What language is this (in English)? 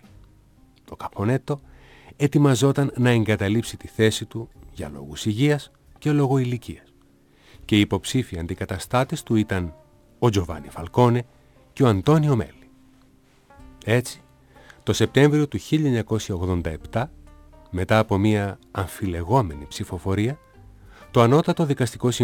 Greek